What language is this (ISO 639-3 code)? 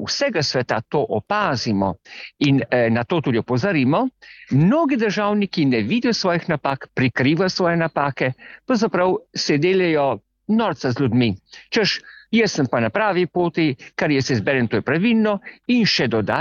slv